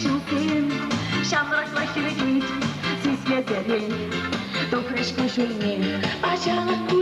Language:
Chuvash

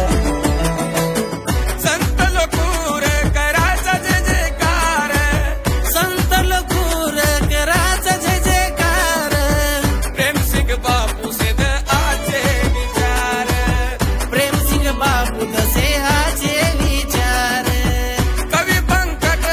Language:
Lambadi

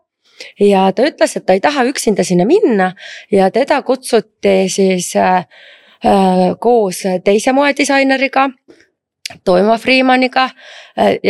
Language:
Estonian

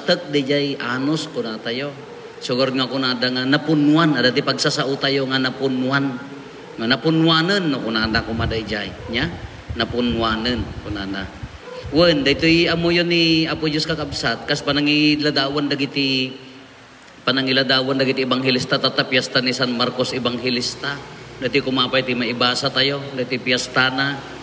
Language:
Iloko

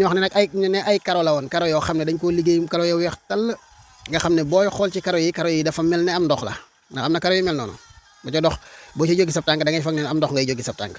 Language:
Wolof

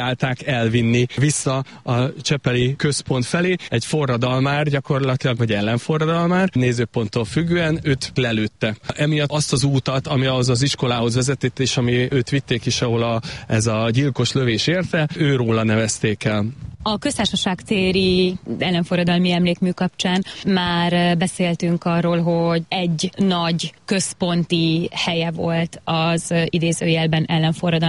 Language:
Hungarian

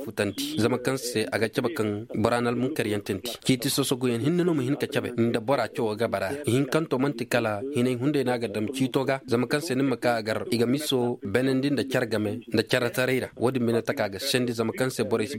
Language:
Koyraboro Senni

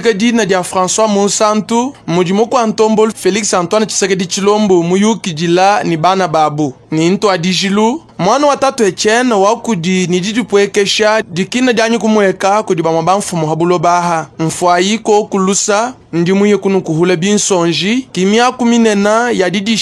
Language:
Luba-Lulua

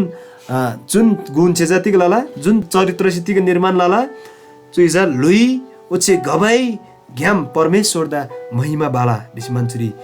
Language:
Eastern Tamang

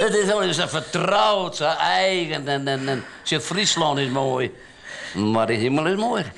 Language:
Western Frisian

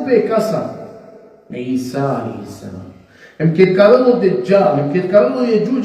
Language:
Balkan Romani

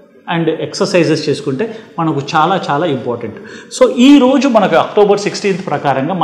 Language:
Telugu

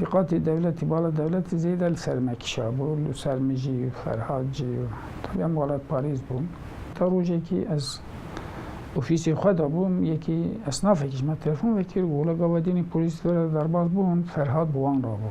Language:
Kurdish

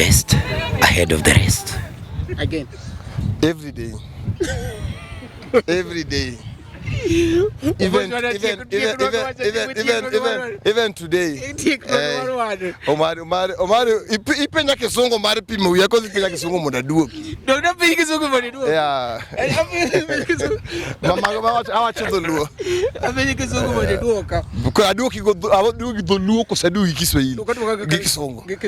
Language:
Luo (Kenya and Tanzania)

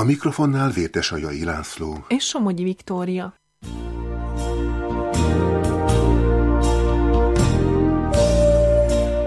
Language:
Hungarian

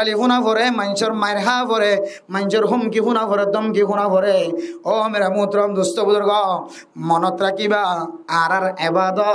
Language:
Rohingya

